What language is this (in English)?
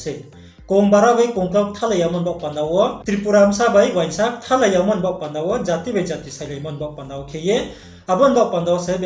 Riang (India)